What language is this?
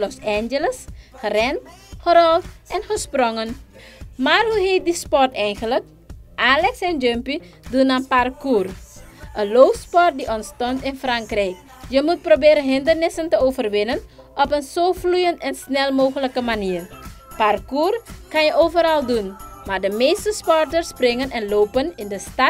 Dutch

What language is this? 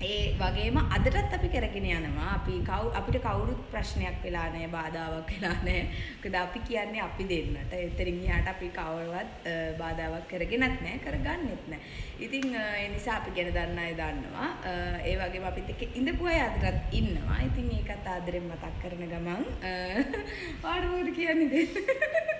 Sinhala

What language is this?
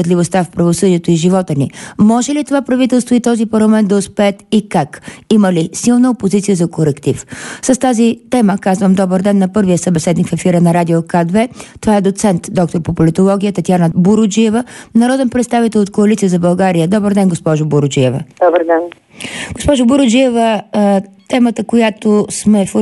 Bulgarian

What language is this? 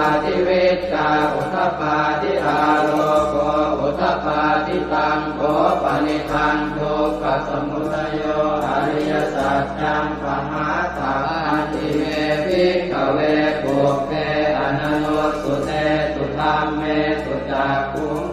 Pali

